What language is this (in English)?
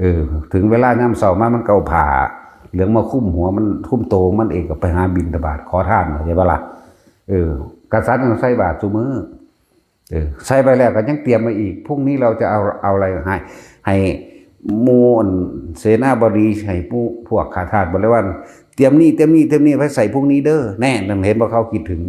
Northeastern Thai